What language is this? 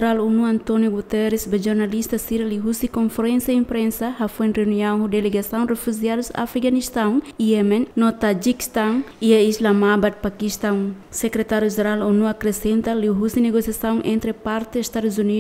Tetum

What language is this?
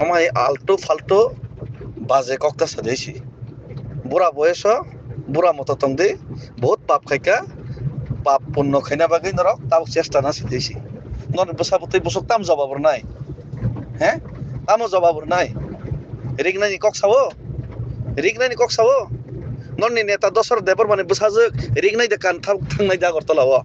Kok Borok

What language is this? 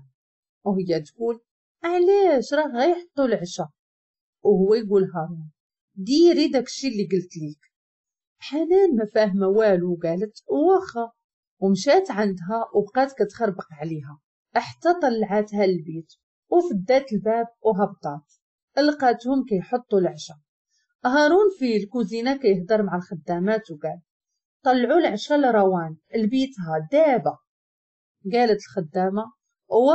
Moroccan Arabic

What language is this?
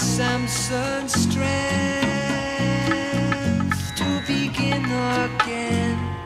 English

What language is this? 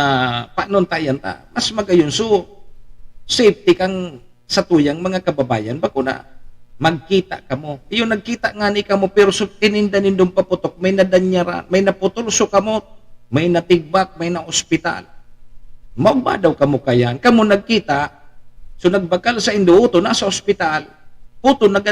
Bikol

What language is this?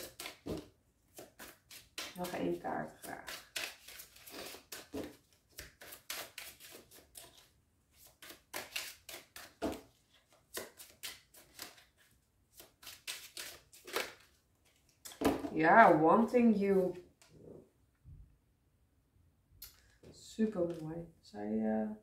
Dutch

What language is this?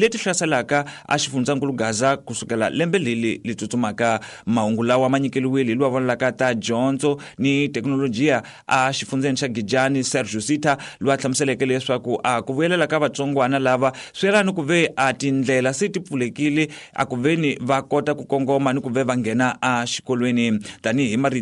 Tsonga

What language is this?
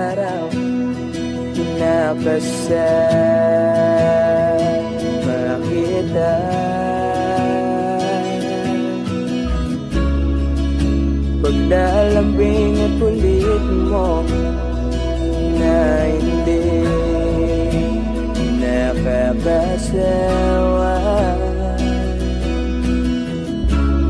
Filipino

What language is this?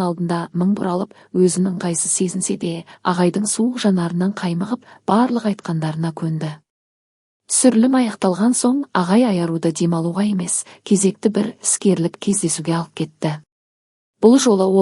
Kazakh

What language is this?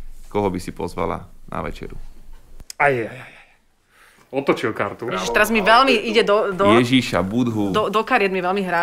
Slovak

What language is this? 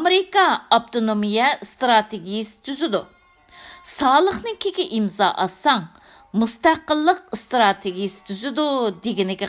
Uyghur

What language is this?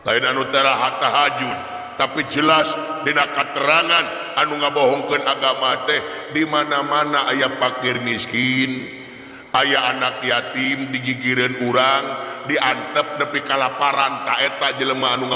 Sundanese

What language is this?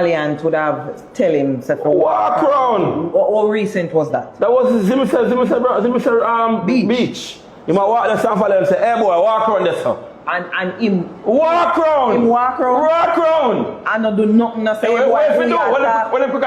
Jamaican Creole English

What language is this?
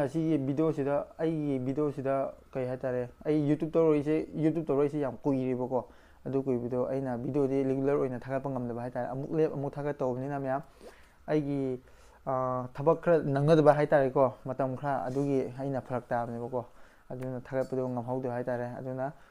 Manipuri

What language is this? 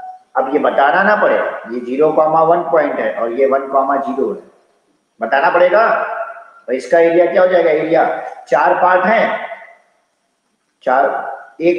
Hindi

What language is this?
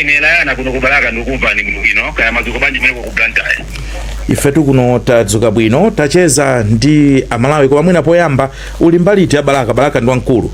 Nyanja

